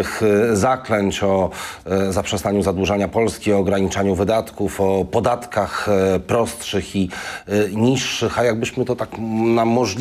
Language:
Polish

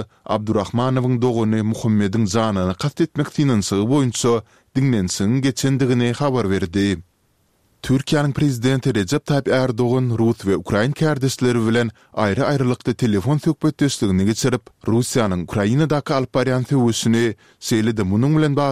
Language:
Turkmen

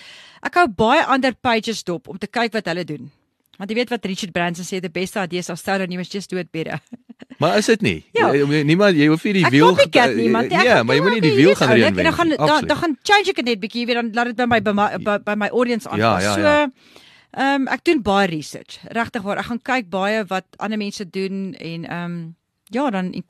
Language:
Afrikaans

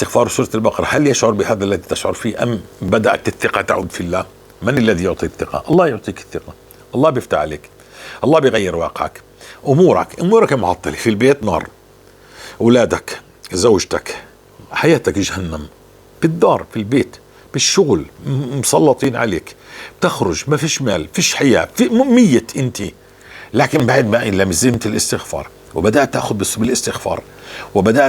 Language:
North Levantine Arabic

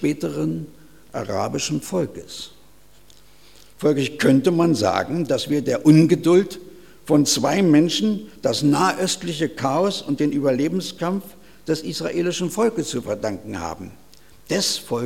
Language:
German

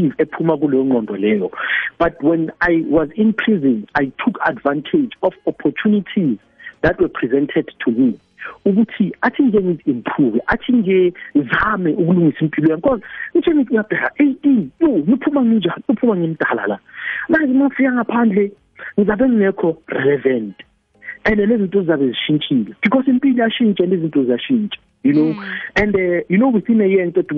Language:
South Ndebele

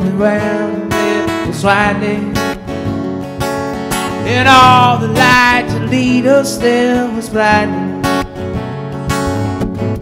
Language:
English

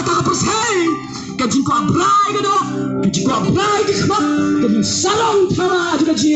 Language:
Khasi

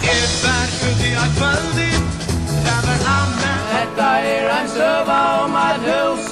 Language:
Faroese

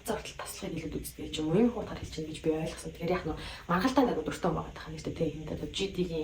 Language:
Mongolian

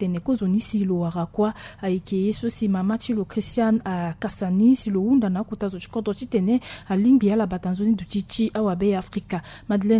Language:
Sango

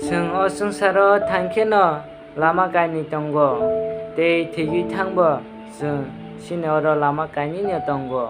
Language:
Kok Borok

